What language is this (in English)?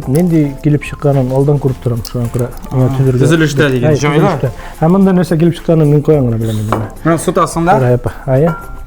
Tatar